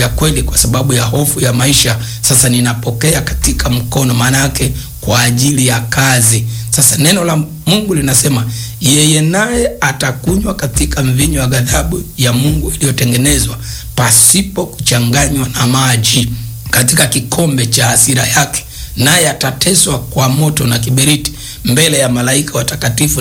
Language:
Swahili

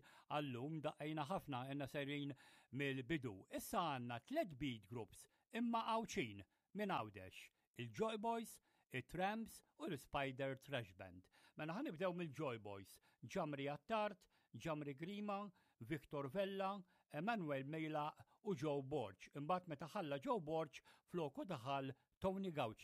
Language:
Maltese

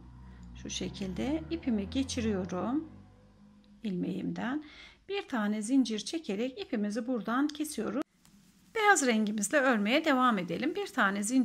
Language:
Turkish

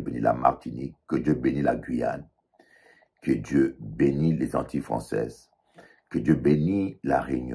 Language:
French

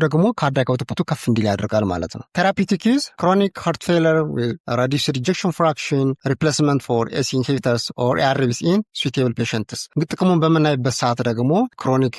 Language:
Amharic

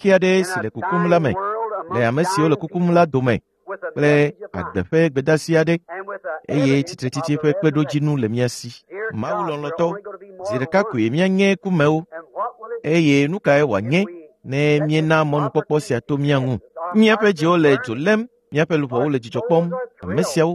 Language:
Ewe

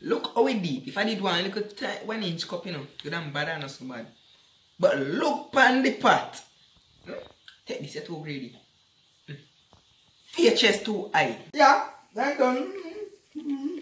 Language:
Jamaican Creole English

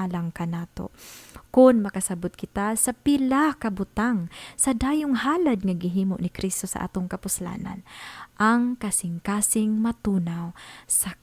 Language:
Cebuano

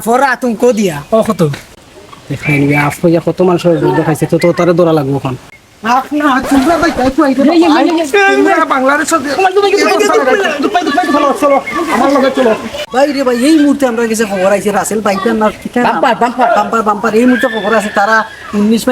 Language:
Sylheti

